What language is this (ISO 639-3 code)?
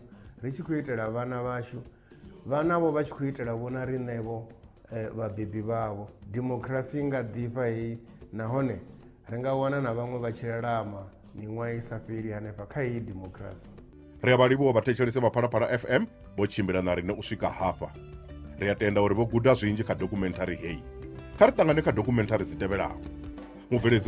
ven